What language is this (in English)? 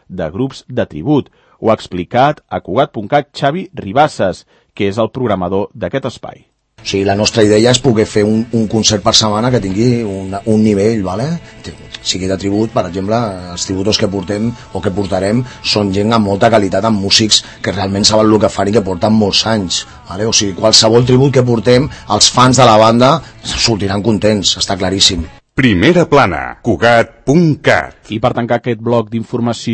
Catalan